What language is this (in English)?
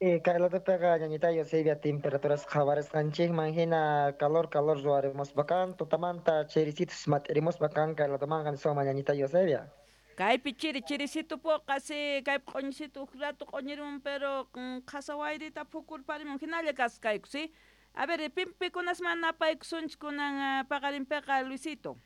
South Bolivian Quechua